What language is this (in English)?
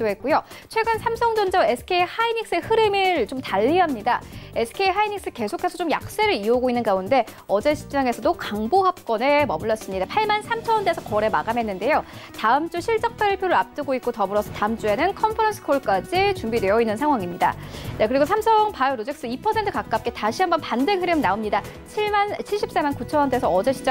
Korean